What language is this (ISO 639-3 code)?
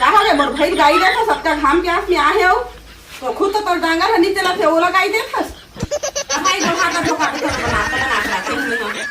hne